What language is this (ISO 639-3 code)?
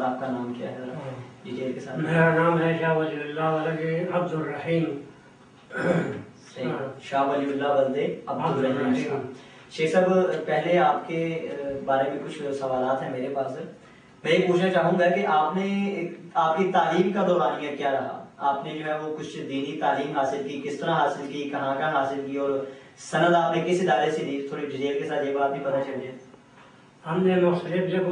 urd